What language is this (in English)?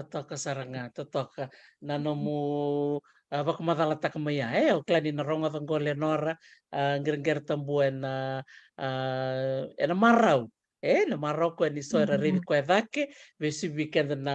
Fijian